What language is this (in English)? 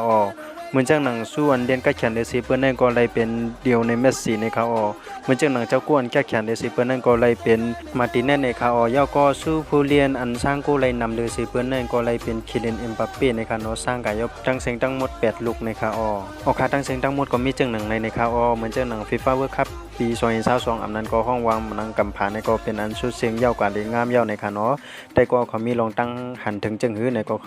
Shan